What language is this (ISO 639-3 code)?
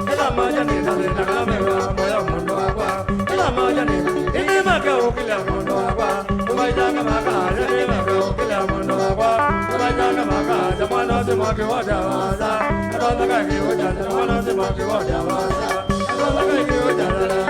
kam